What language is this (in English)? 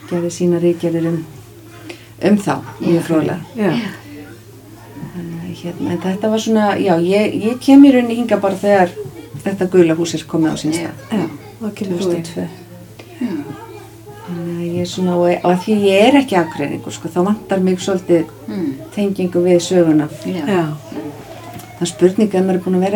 Icelandic